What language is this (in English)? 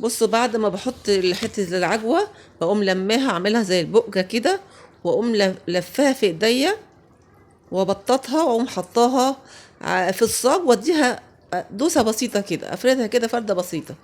Egyptian Arabic